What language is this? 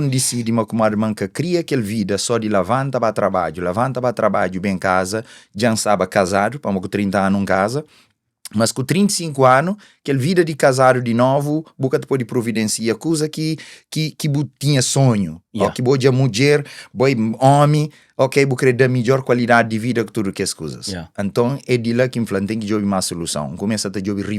Kabuverdianu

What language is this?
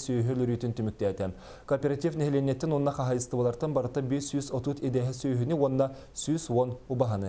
Yakut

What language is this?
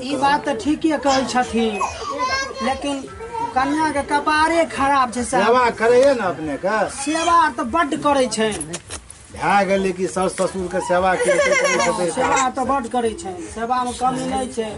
Maithili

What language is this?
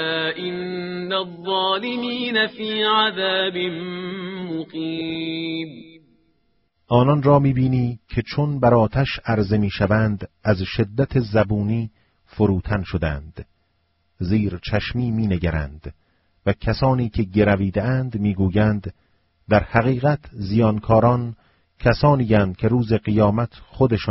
Persian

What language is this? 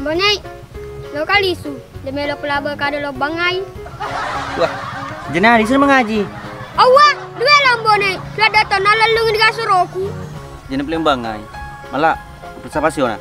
Buginese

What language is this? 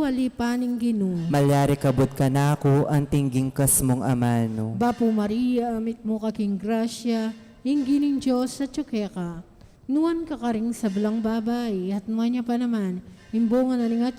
Pampanga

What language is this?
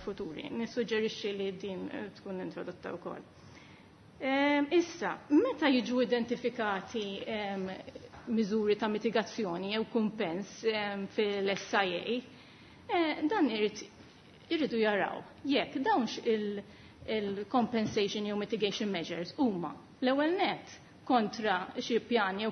Maltese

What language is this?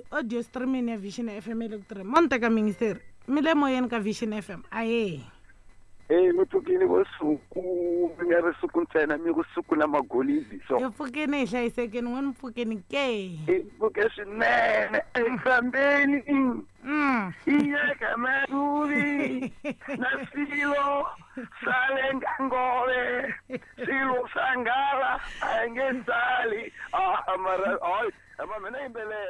Tsonga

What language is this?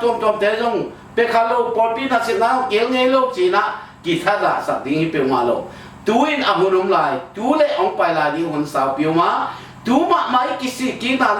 Tedim Chin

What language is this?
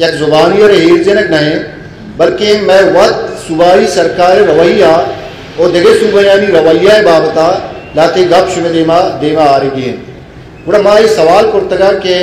Eastern Balochi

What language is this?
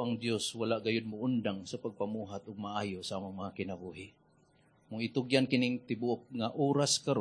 Cebuano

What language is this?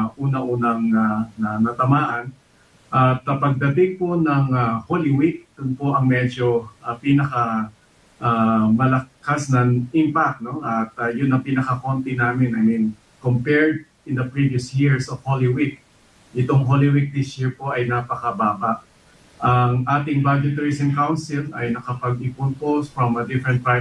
Filipino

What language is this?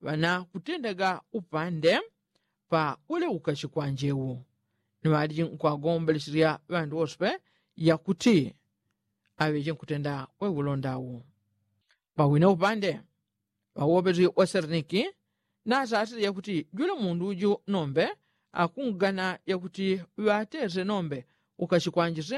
Yao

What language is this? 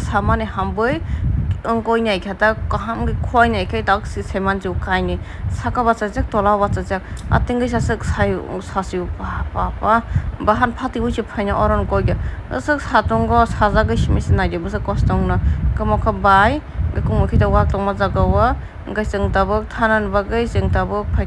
Kok Borok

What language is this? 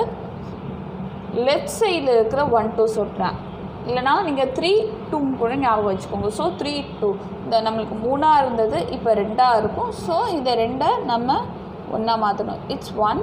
Tamil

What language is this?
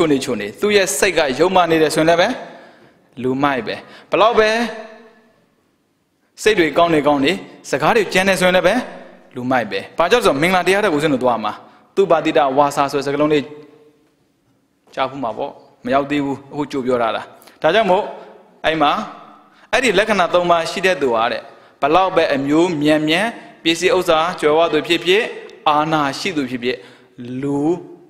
Burmese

